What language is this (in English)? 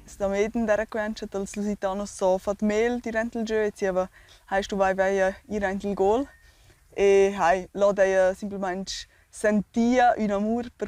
Romansh